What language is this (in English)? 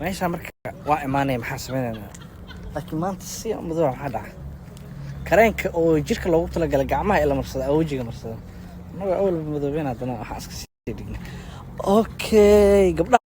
Somali